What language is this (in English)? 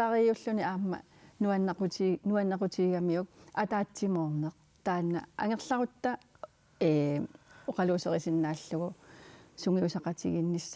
Kalaallisut